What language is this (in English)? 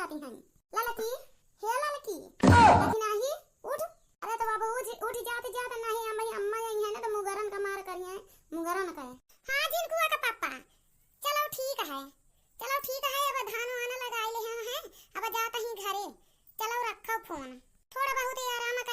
Awadhi